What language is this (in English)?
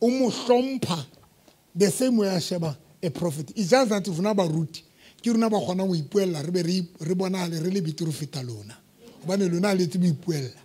Southern Sotho